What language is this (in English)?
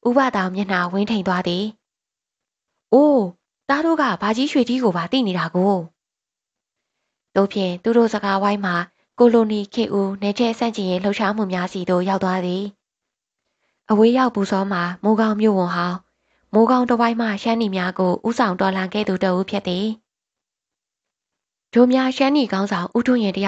Burmese